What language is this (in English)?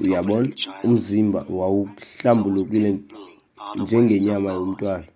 Xhosa